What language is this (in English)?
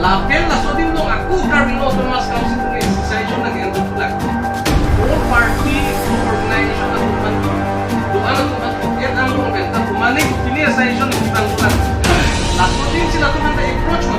Karbi